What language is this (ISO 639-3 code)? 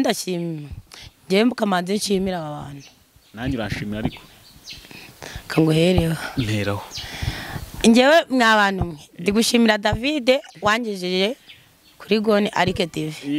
kin